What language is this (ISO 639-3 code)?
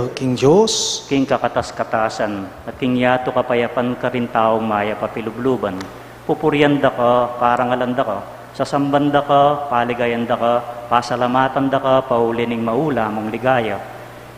pam